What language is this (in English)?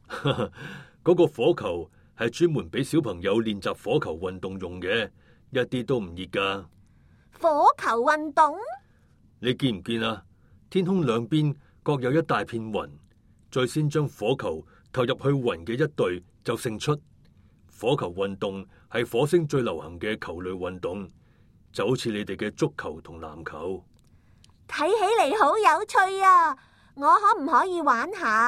Cantonese